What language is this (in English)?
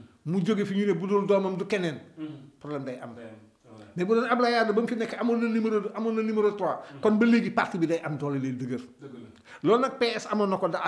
Wolof